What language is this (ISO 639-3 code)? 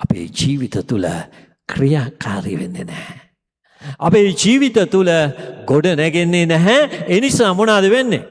sin